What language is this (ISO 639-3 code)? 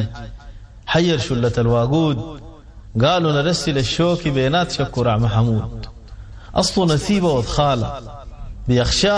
apd